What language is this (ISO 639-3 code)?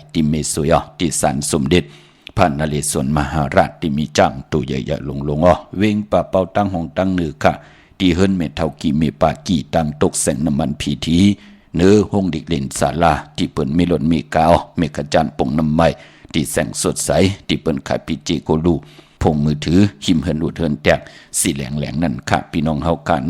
shn